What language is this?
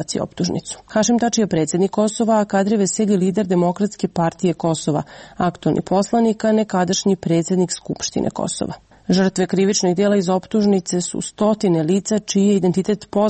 Serbian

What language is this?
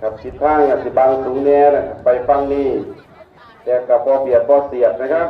Northeastern Thai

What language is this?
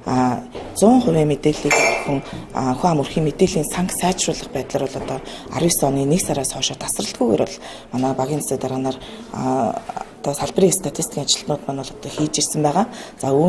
Mongolian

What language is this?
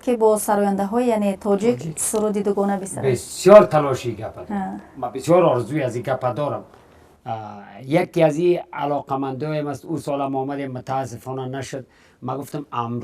Tajik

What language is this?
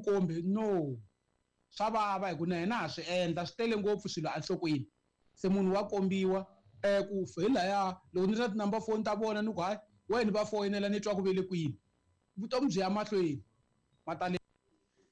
Tsonga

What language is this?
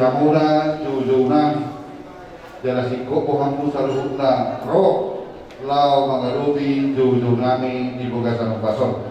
Batak Toba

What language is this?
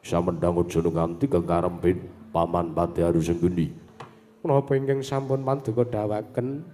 Javanese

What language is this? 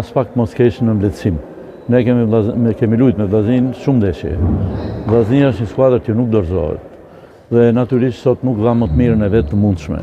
Albanian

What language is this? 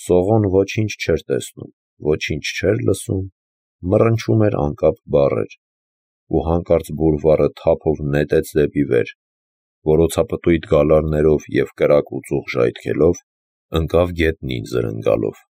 Armenian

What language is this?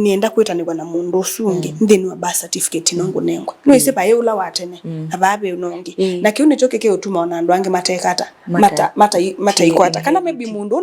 Kamba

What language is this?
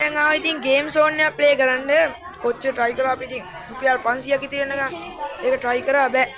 Sinhala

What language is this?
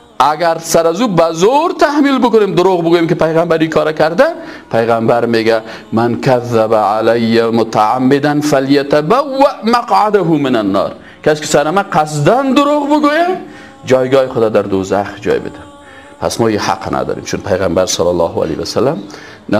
Persian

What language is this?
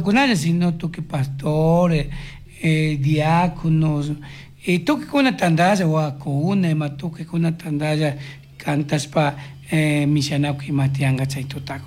Chimborazo Highland Quichua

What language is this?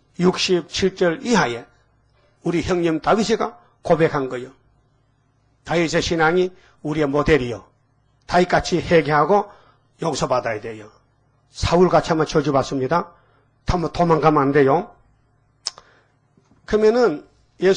Korean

